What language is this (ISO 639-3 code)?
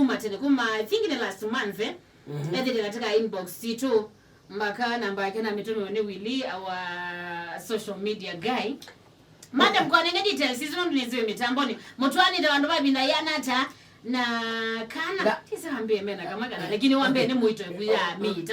kam